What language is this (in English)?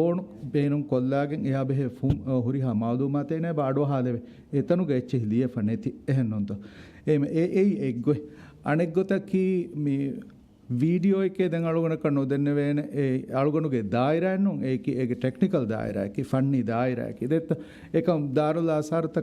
Divehi